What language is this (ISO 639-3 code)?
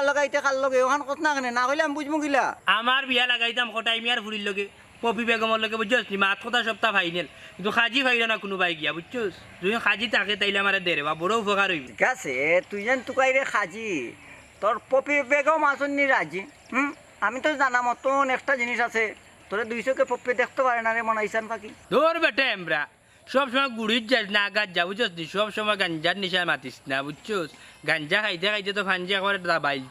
syl